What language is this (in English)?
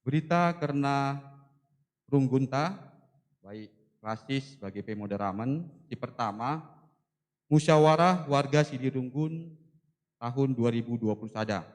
Batak Karo